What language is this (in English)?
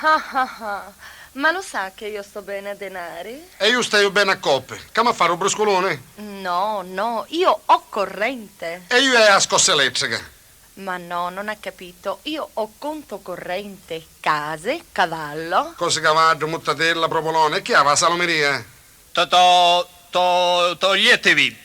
Neapolitan